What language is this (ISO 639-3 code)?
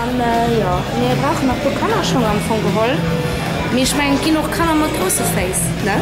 ltz